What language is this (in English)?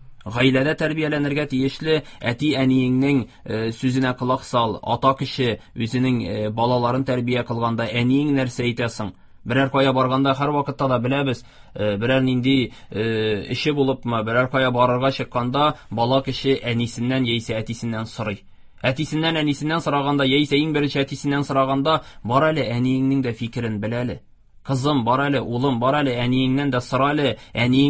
Tatar